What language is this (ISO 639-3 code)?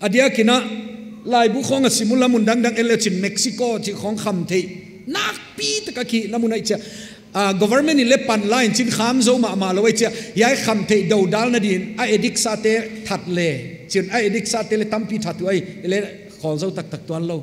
pck